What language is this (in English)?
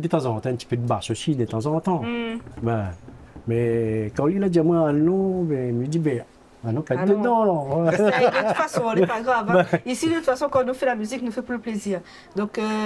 Réunion Creole French